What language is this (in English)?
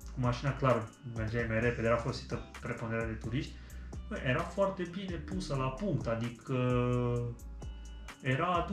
Romanian